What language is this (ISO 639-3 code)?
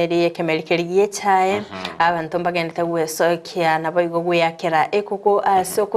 guz